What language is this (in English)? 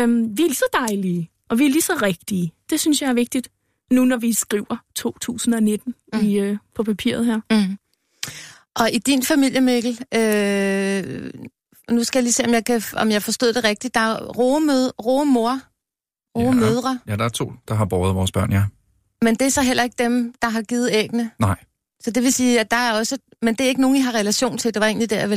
Danish